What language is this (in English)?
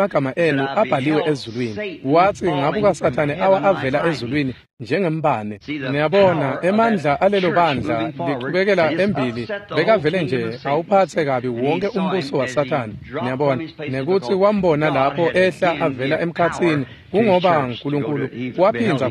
Swati